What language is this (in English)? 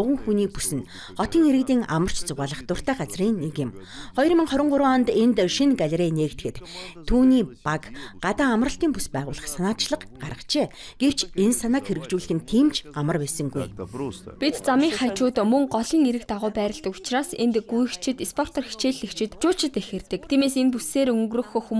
Mongolian